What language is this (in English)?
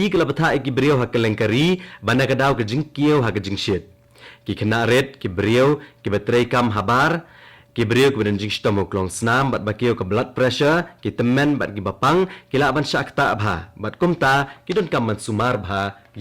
Khasi